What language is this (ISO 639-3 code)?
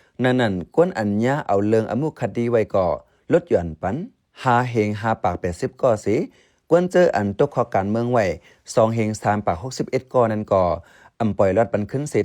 shn